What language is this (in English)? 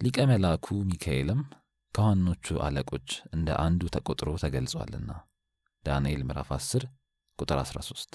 Amharic